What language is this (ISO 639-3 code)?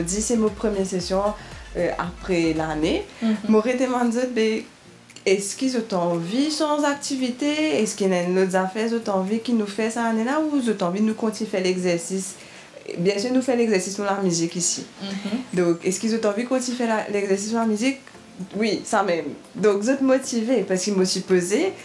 mfe